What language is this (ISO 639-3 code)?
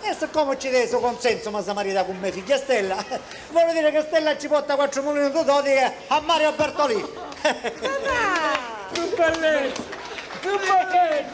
scn